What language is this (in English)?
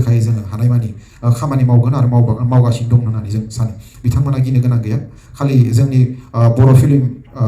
Bodo